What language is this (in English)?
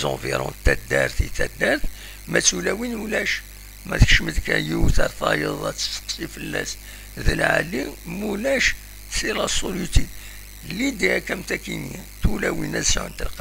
Kabyle